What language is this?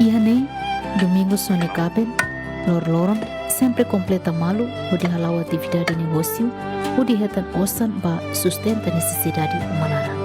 Tetum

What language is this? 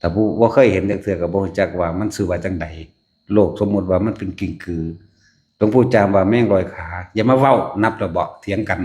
Northeastern Thai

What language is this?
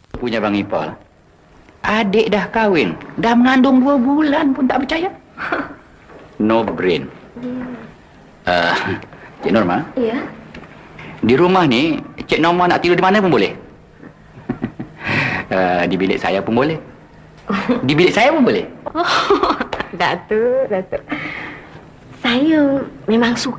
Malay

